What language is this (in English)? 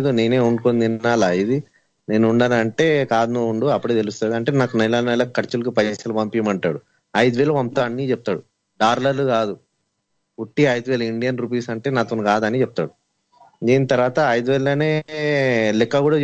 Telugu